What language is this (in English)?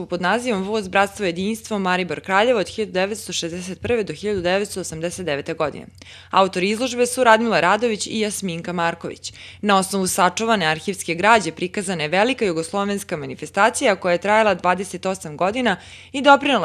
Serbian